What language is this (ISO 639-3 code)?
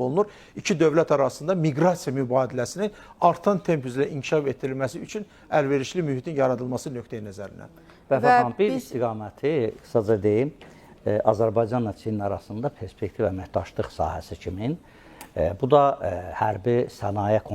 aze